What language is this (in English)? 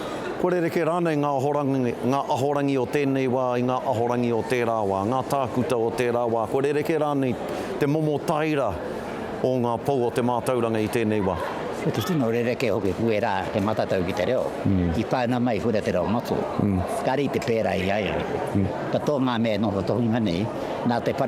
Māori